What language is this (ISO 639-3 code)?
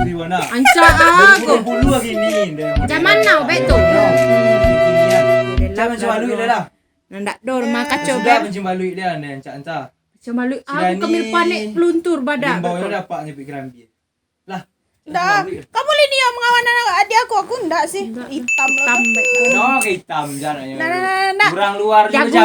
min